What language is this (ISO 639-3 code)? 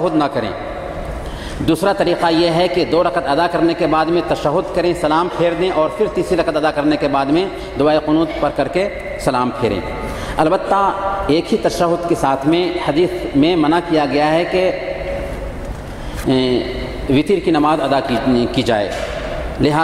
urd